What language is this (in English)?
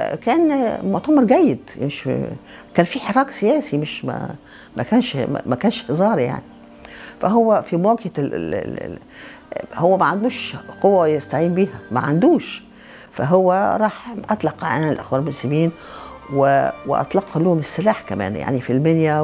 Egyptian Arabic